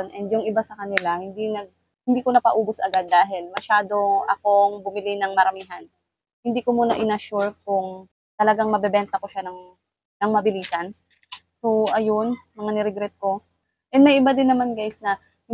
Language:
Filipino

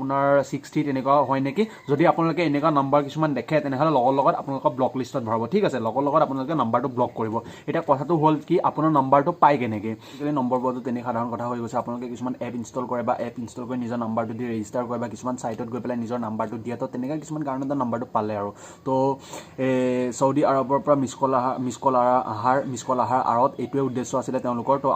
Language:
Assamese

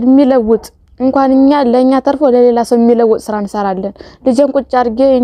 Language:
Amharic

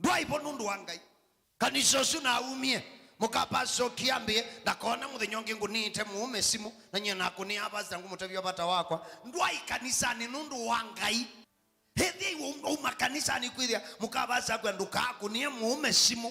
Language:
Kamba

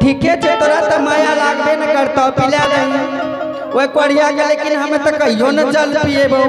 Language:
Angika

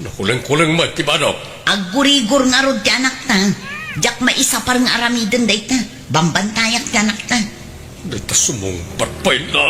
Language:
Iloko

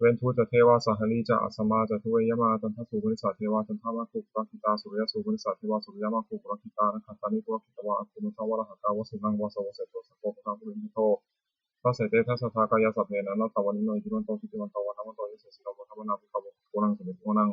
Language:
Pali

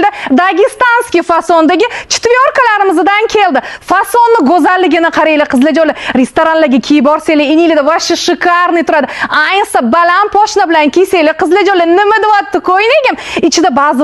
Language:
Uzbek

